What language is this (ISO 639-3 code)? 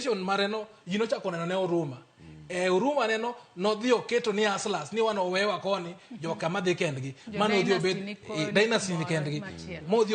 luo